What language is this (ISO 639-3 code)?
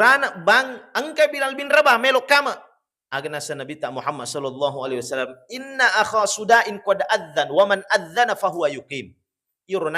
bug